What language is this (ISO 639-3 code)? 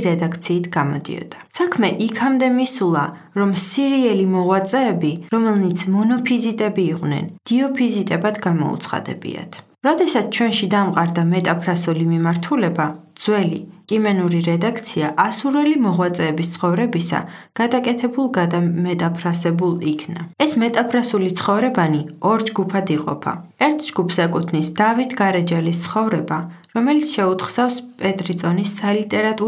kat